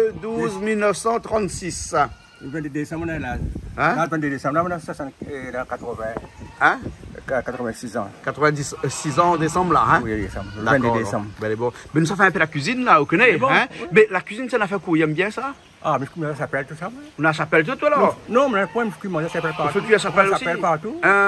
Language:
Réunion Creole French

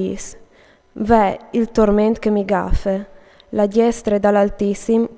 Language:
Friulian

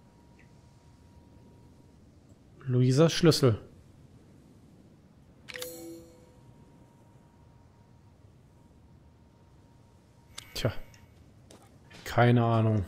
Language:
German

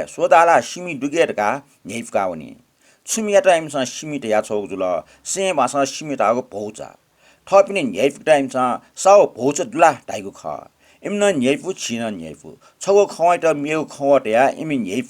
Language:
Newari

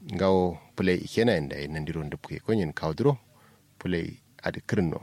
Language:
Kanuri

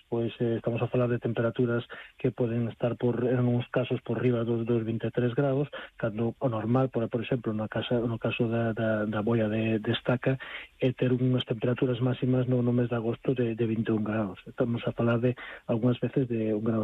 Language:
Galician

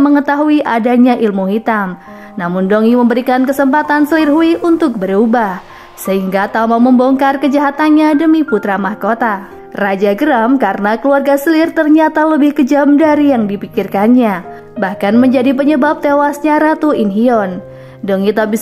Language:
Indonesian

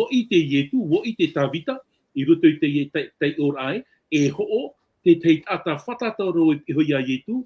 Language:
Tahitian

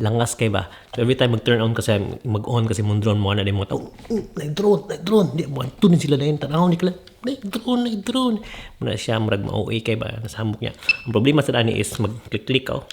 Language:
Cebuano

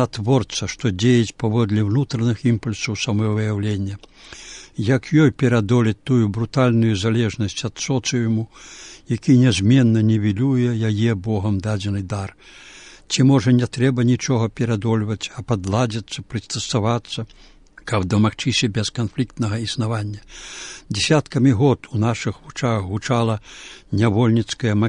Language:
Belarusian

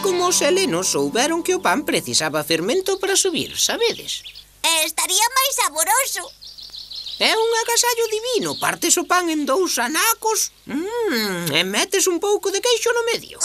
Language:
Galician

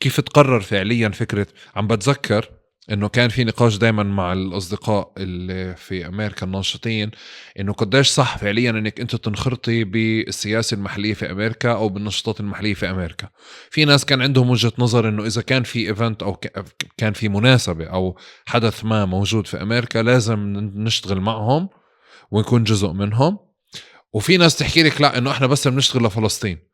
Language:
North Levantine Arabic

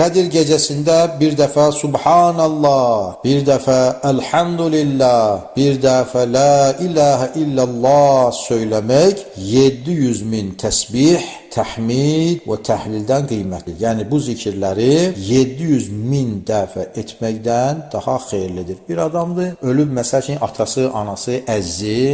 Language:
Azerbaijani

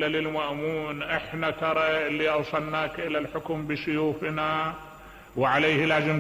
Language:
Mesopotamian Arabic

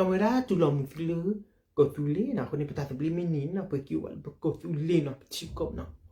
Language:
S'gaw Karen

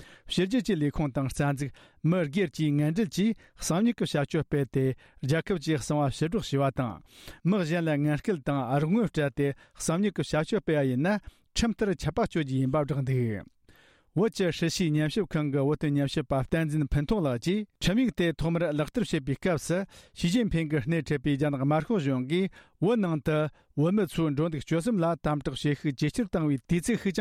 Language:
Tibetan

